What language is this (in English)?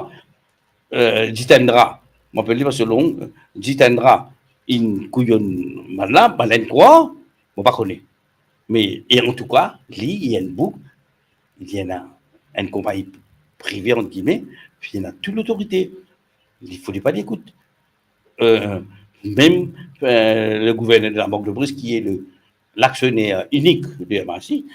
Morisyen